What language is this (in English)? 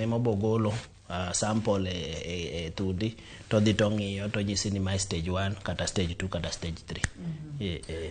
Luo (Kenya and Tanzania)